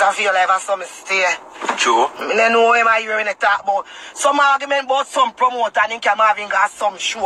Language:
Jamaican Creole English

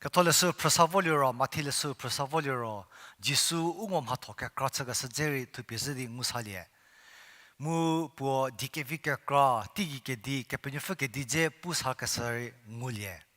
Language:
Angami Naga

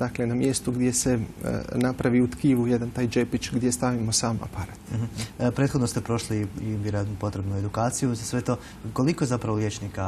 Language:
Croatian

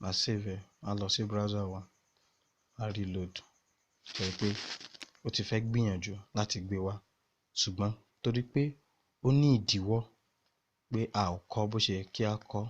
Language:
Yoruba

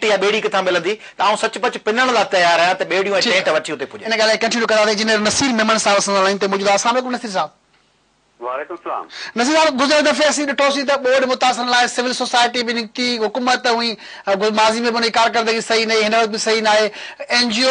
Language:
Sindhi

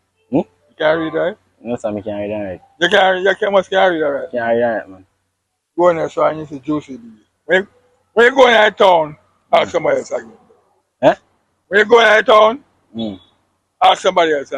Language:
Jamaican Creole English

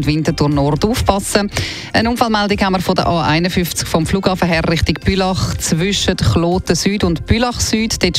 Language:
German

